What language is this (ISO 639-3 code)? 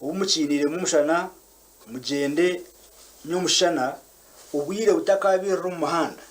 nyn